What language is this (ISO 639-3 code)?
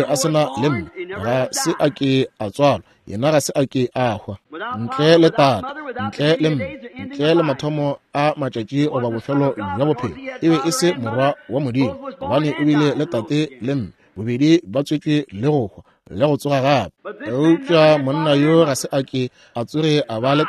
nso